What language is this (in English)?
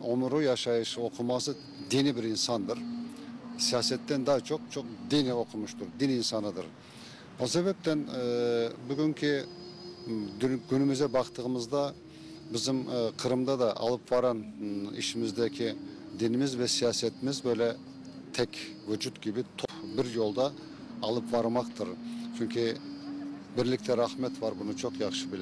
Crimean Tatar